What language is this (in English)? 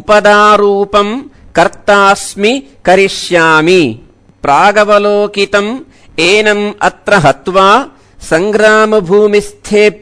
Sanskrit